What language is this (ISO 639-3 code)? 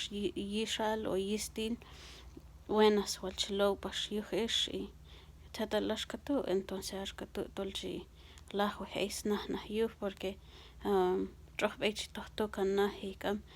kjb